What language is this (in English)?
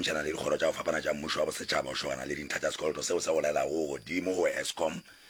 Northern Sotho